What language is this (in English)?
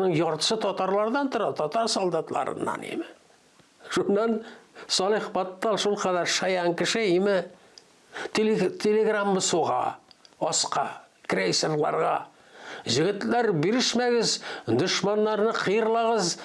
Tatar